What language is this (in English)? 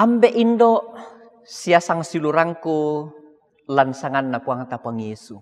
Toraja-Sa'dan